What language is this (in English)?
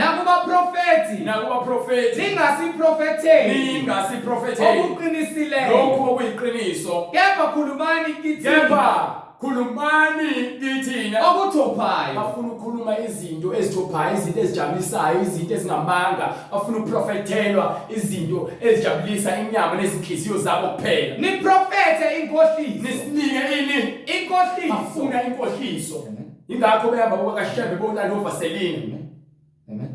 Zulu